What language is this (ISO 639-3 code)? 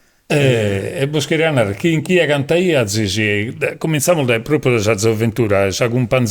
srd